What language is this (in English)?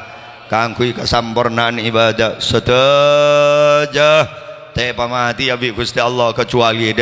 Madurese